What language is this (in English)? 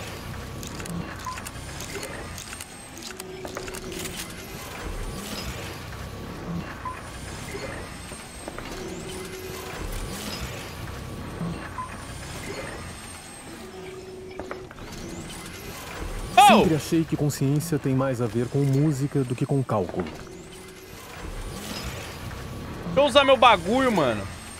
Portuguese